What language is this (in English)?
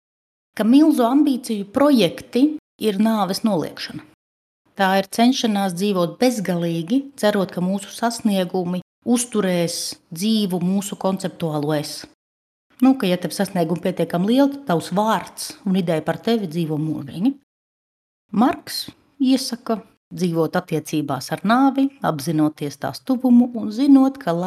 Latvian